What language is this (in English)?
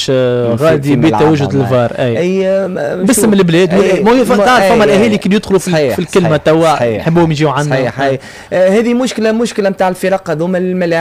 Tunisian Arabic